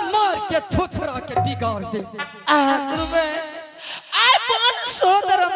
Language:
Angika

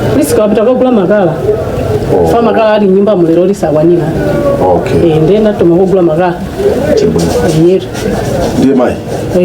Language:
Nyanja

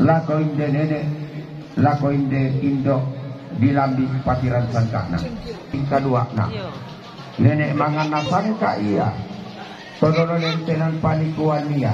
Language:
Toraja-Sa'dan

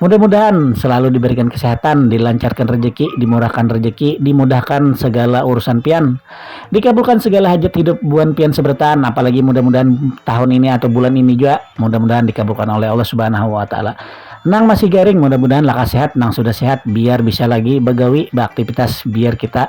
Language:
Banjar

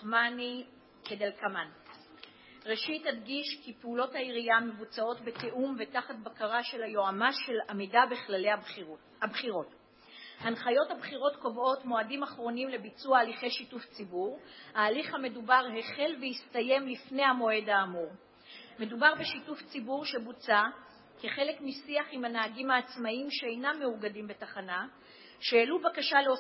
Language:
Hebrew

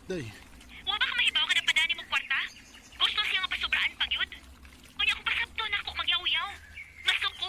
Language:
Cebuano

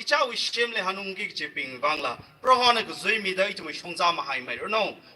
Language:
Tangkhul Naga (India)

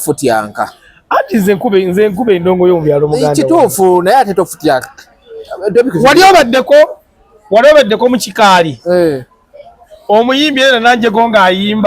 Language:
Ganda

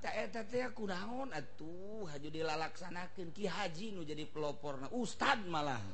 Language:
Sundanese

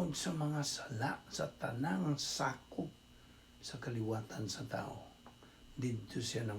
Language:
Cebuano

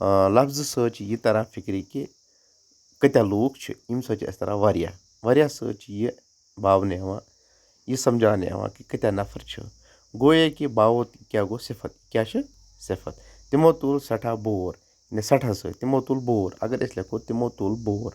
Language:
Kashmiri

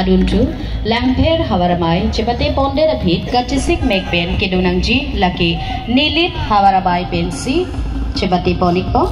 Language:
Karbi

